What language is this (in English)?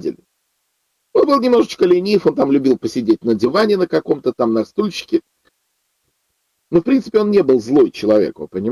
Russian